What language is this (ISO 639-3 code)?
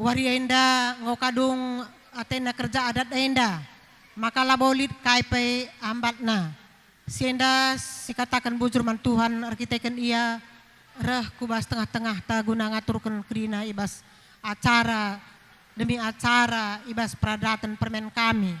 btx